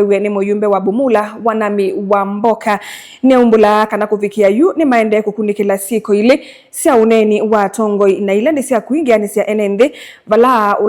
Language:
Kamba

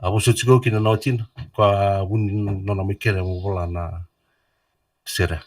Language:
Fijian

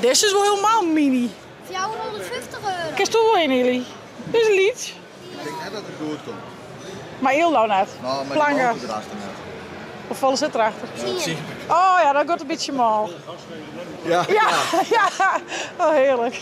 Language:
Western Frisian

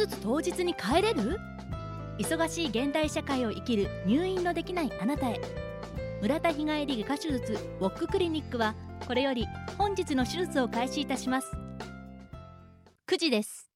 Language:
Japanese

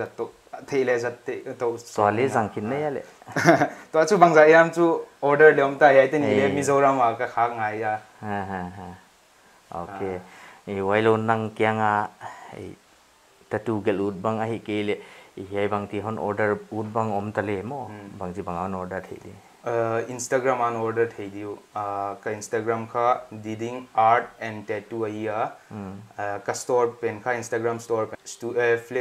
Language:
Paite Chin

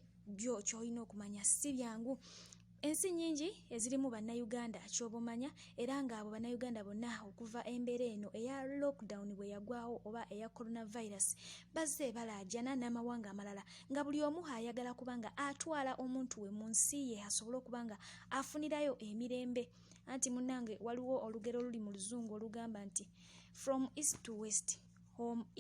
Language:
Ganda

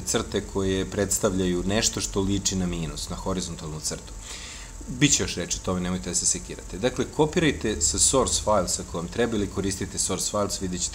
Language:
Serbian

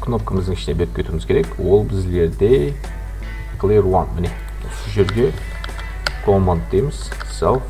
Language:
Kara-Kalpak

